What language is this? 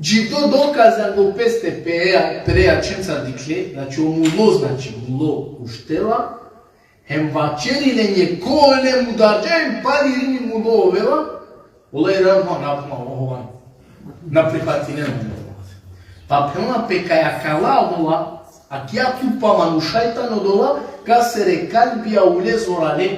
Balkan Romani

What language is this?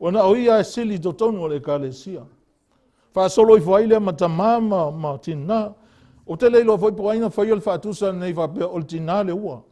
Samoan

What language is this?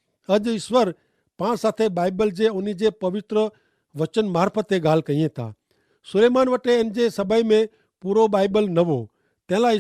Kachhi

